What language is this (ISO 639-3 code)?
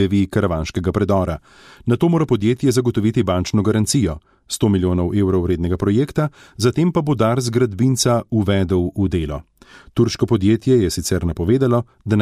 slv